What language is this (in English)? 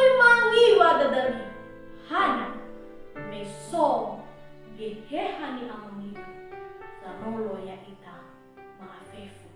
Nias